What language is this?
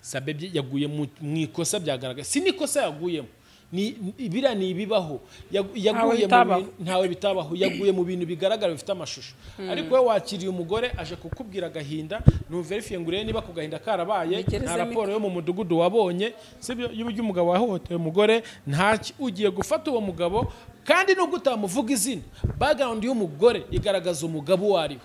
Kinyarwanda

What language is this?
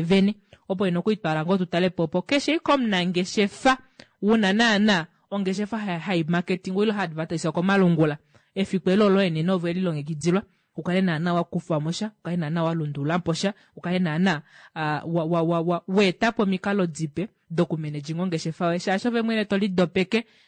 Kuanyama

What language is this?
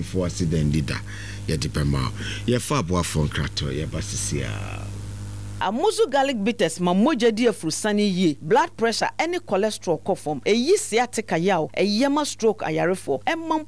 Akan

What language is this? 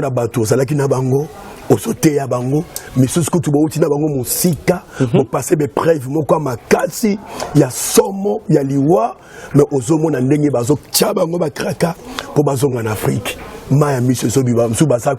Lingala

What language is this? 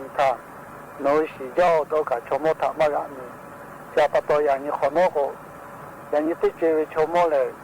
Lahu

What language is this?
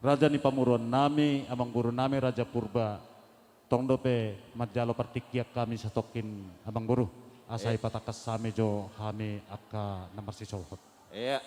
Batak Simalungun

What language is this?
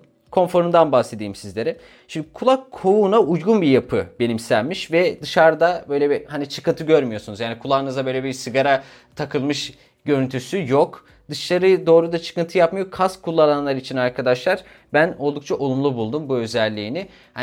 Turkish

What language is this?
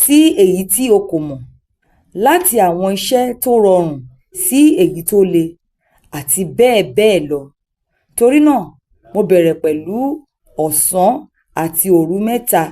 Yoruba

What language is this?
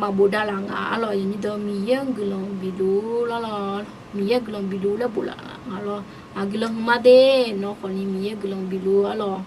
Akha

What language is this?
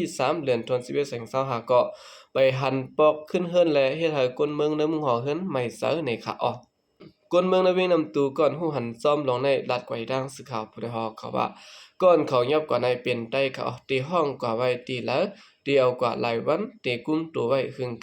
Lao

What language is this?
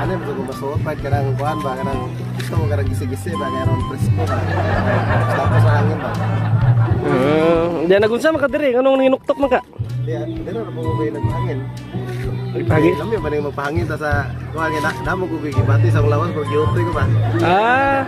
Cebuano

